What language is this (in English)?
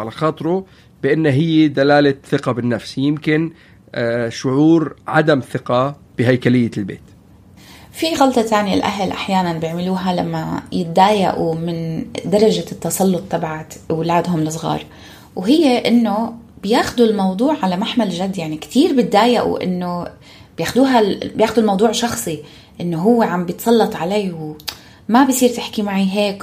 North Levantine Arabic